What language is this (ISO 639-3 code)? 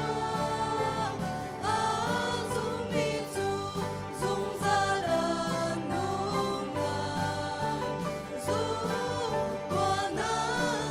cnh